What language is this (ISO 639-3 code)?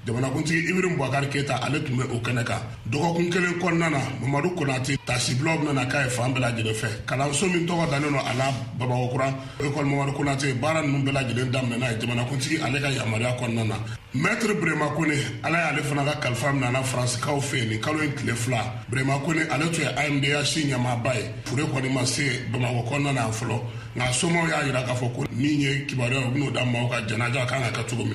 bam